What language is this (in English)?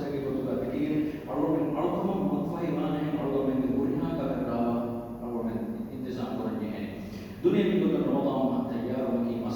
Divehi